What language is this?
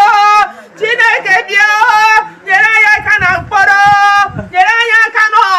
Igbo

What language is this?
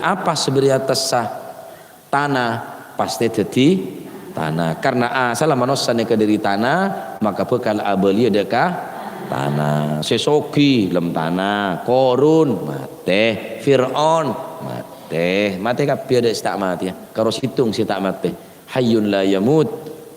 Madurese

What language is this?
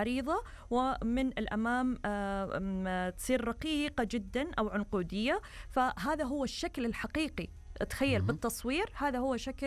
Arabic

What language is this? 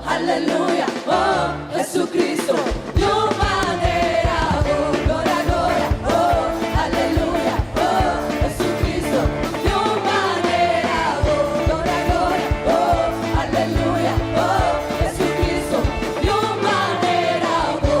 Papiamento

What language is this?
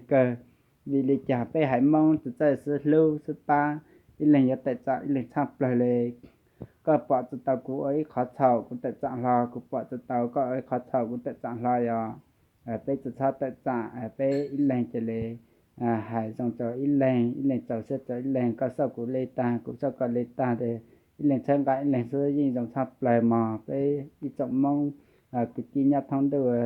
Hmong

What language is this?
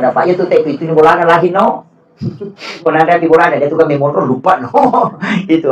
Buginese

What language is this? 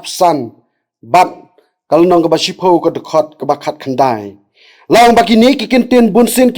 Khasi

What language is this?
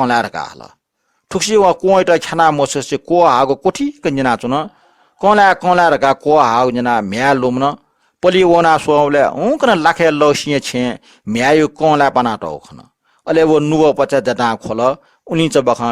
Newari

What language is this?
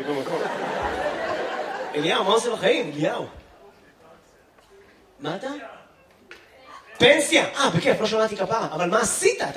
Hebrew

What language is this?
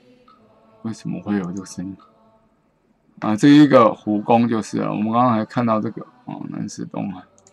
Chinese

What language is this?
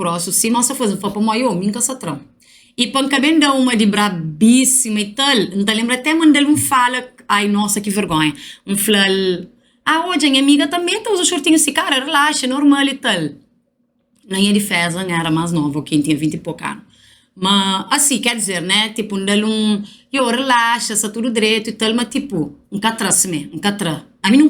Kabuverdianu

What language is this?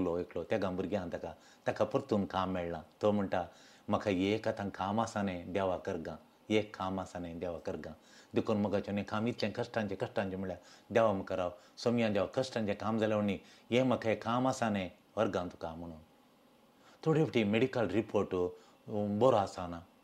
Konkani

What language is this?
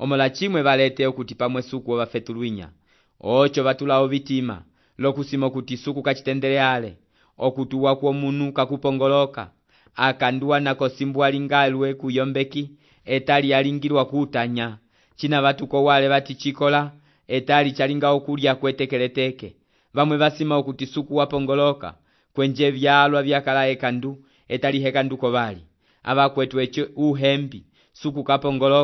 Umbundu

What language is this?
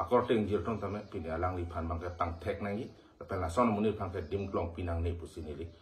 Karbi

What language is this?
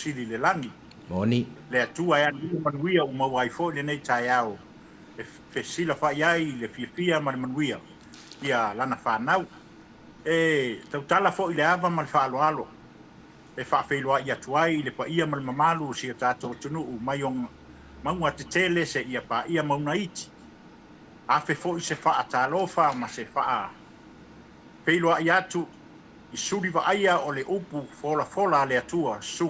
Samoan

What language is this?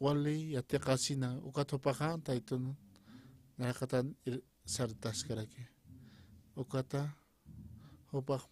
Aymara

